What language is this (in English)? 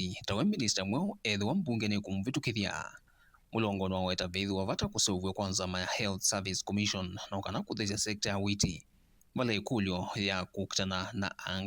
Kamba